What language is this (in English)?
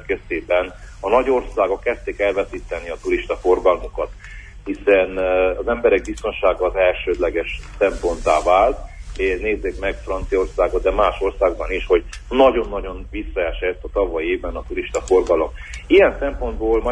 Hungarian